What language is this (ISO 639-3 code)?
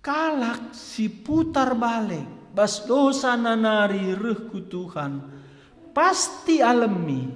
btx